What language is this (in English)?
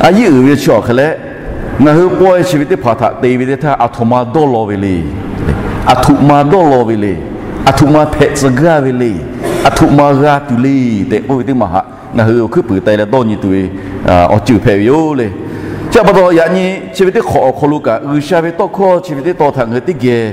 Lahu